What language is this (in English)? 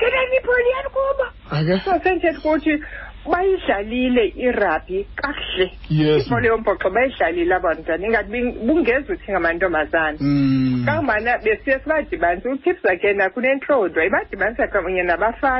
Xhosa